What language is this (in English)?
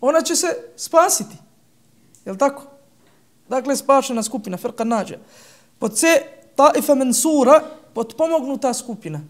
Bosnian